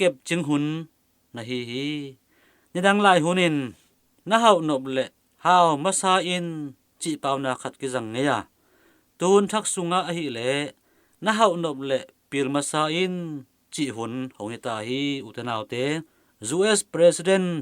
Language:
Tedim Chin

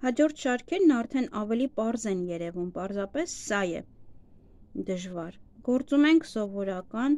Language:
Armenian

